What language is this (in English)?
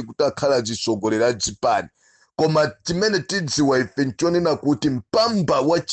Nyanja